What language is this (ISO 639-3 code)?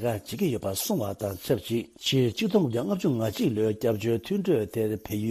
bod